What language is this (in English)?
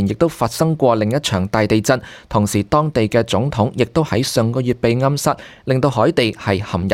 Cantonese